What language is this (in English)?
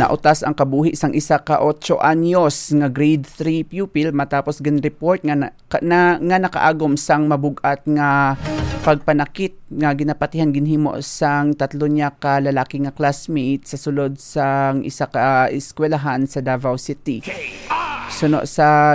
Hiligaynon